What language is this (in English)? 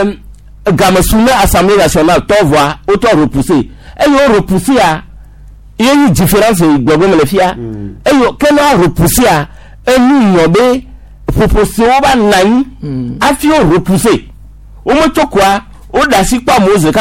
Gen